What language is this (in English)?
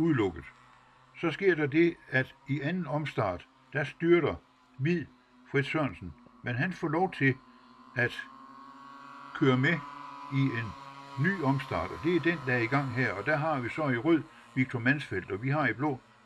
Danish